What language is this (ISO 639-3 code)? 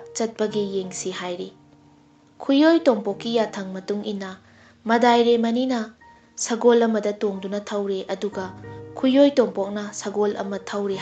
mni